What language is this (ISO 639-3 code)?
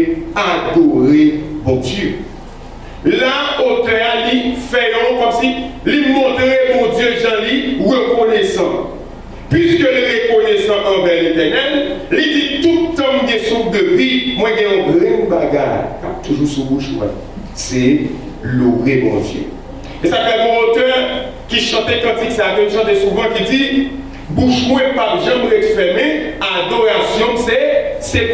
hat